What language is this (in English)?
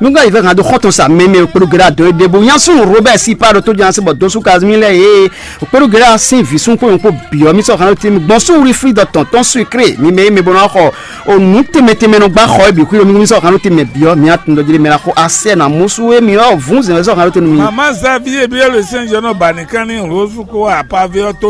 Fon